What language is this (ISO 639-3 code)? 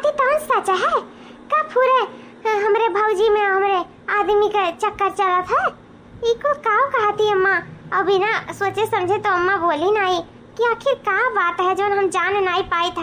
awa